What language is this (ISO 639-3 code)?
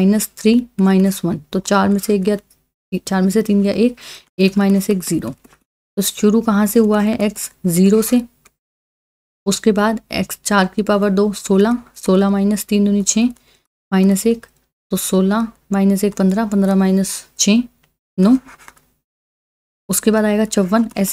hin